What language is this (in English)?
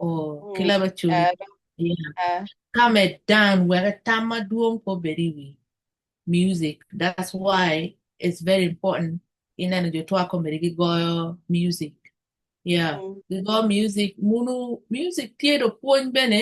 Acoli